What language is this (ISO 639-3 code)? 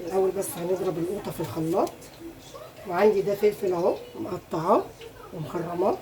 arz